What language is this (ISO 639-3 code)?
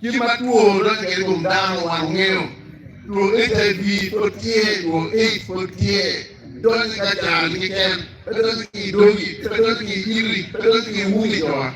ach